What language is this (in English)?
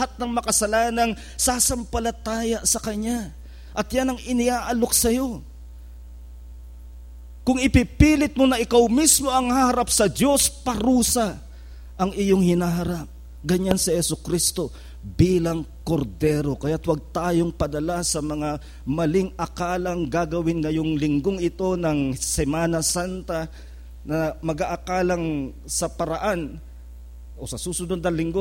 Filipino